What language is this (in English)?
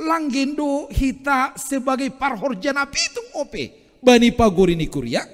Batak Simalungun